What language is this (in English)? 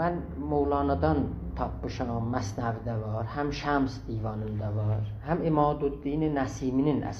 South Azerbaijani